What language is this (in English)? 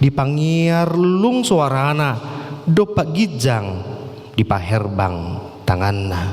Batak Toba